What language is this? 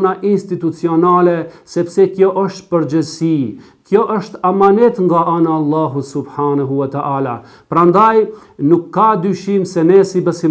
Albanian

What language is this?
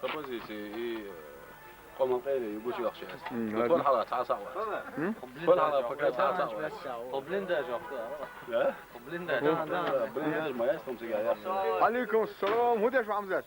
Chechen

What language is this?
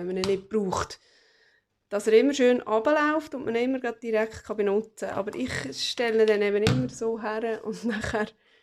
Swiss German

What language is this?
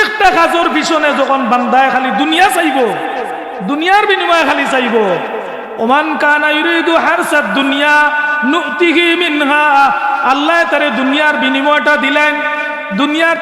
Sylheti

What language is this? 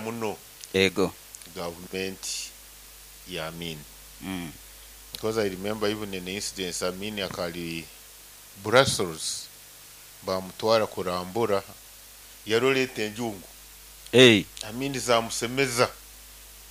Nyoro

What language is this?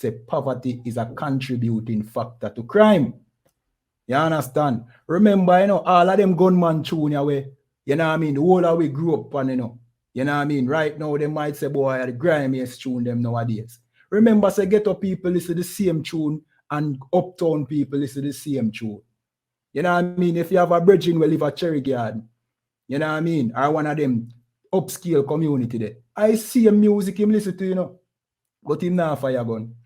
Jamaican Creole English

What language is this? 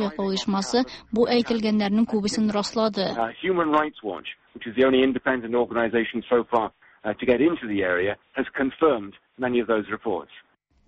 Tatar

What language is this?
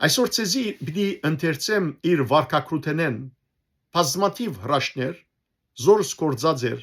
Western Armenian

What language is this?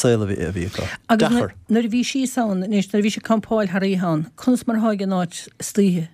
Irish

